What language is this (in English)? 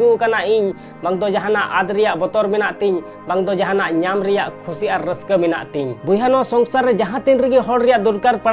Santali